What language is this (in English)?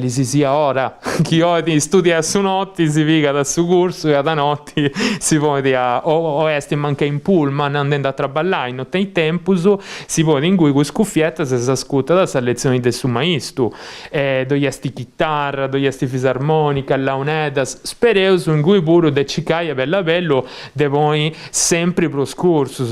Sardinian